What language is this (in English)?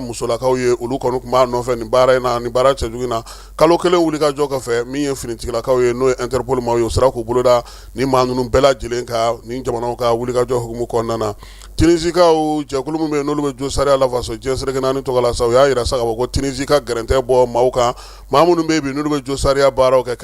Bambara